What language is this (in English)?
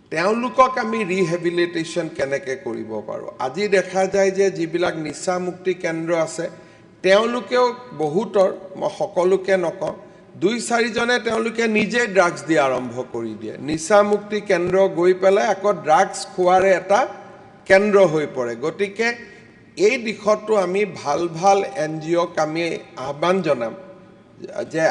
Assamese